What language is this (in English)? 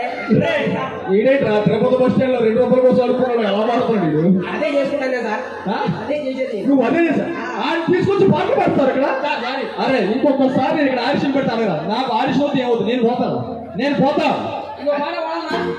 Telugu